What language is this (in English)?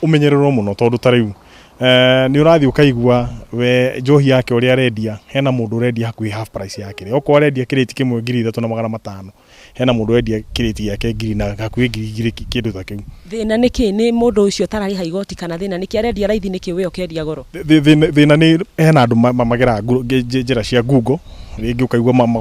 Kikuyu